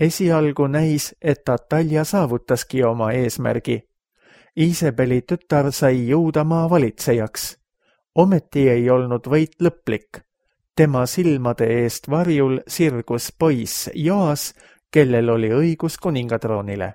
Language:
Estonian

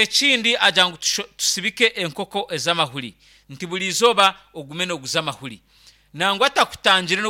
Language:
Nyankole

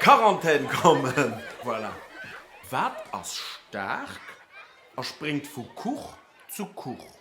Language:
Luxembourgish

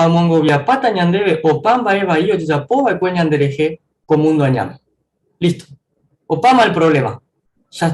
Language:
Guarani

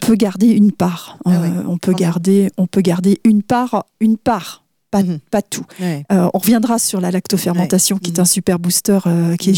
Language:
French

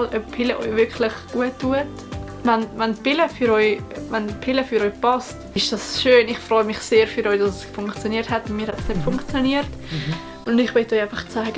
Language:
Swiss German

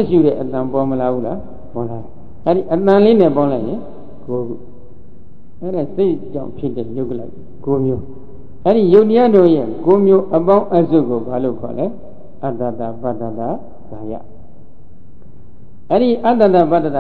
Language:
Burmese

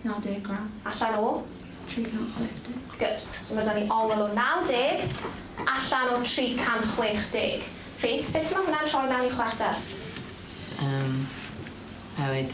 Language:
Welsh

